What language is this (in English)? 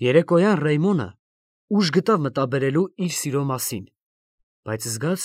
Armenian